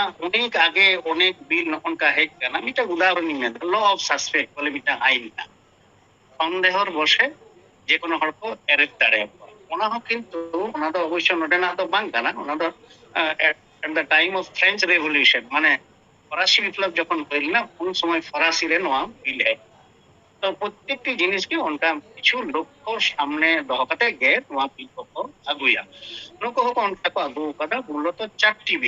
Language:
Santali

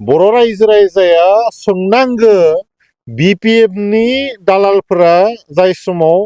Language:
Bodo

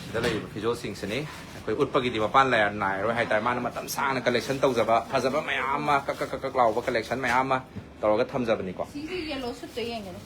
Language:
Manipuri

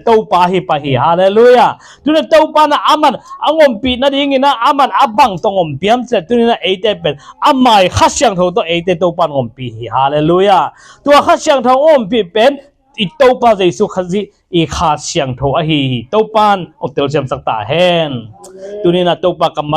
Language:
Tedim Chin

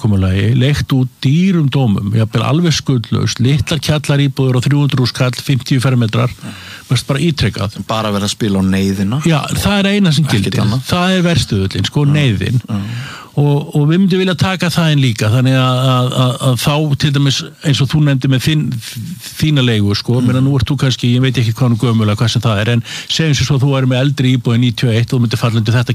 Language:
Icelandic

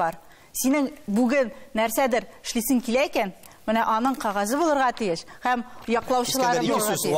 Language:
Tatar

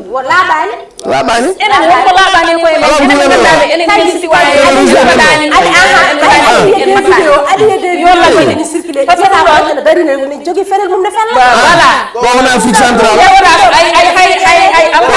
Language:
Fula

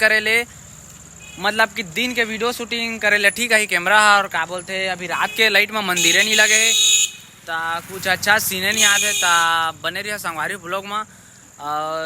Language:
Chhattisgarhi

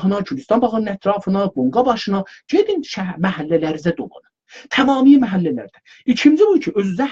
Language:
South Azerbaijani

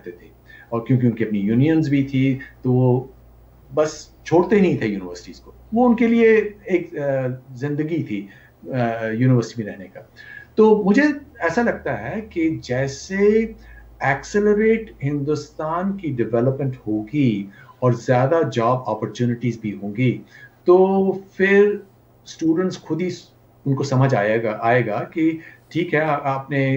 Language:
Hindi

